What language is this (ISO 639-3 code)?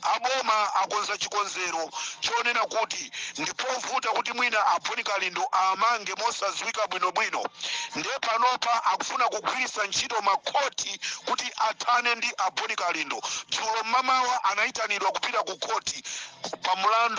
nya